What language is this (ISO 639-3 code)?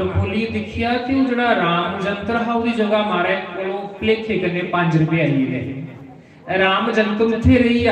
doi